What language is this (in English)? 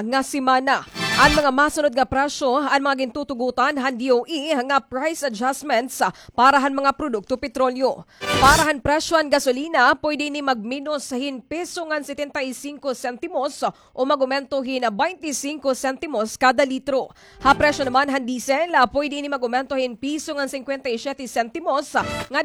Waray